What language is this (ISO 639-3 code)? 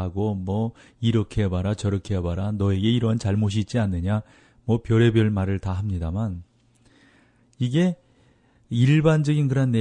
kor